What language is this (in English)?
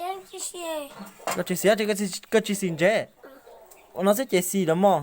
Hmong